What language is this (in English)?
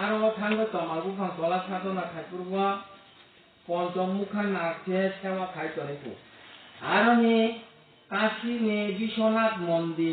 Kok Borok